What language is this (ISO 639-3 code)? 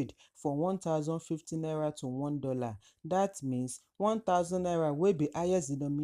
pcm